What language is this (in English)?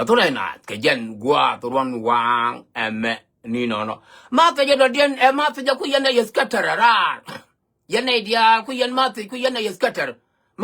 Nuer